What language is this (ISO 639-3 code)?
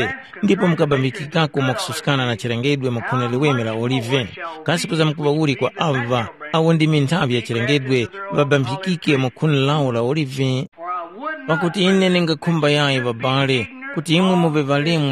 tum